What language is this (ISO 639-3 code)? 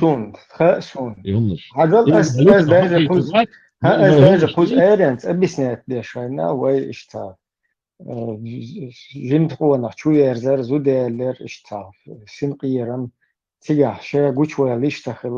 che